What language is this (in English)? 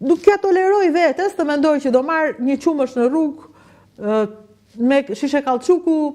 Albanian